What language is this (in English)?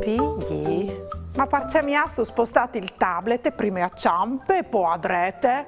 Friulian